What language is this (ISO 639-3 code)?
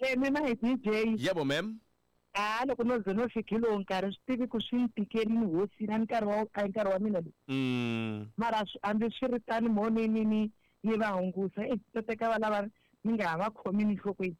tso